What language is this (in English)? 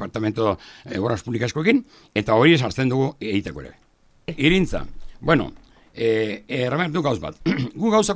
Basque